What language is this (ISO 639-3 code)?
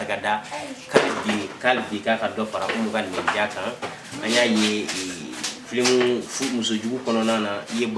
bam